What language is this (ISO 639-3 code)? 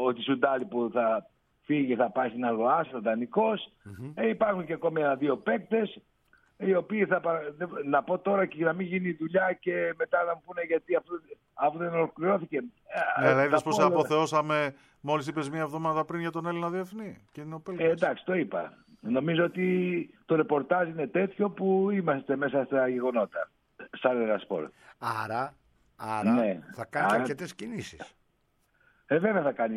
ell